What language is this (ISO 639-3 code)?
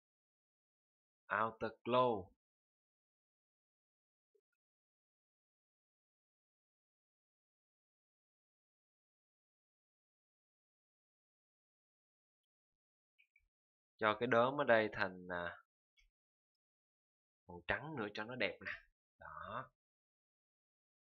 vie